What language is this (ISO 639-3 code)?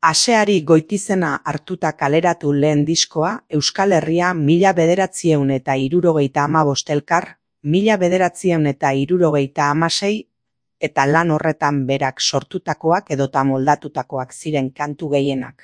eus